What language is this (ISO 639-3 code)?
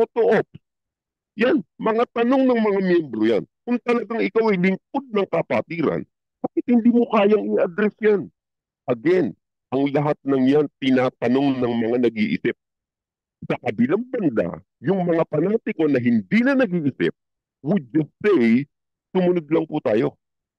fil